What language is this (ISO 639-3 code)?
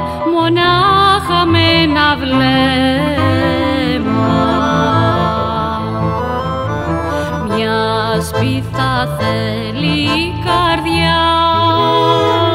ell